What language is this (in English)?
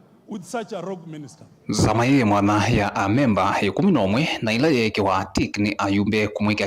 Kamba